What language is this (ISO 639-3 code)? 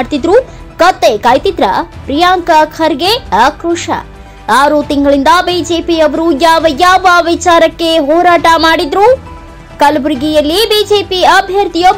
kan